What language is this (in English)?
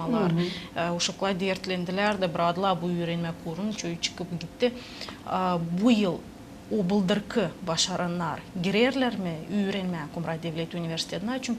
Gagauz